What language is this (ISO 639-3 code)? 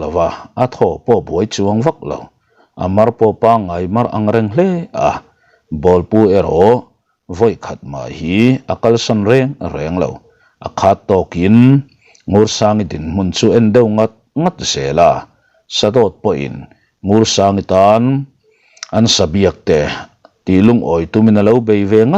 lus